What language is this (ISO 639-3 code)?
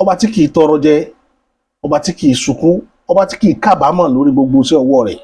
yor